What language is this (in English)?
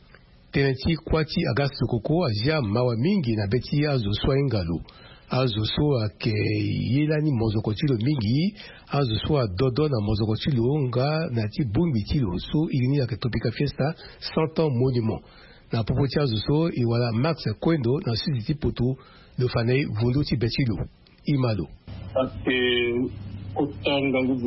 Sango